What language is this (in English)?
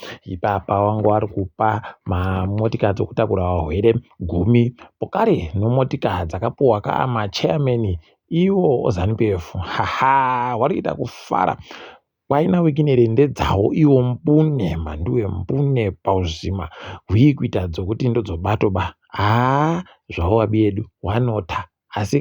Ndau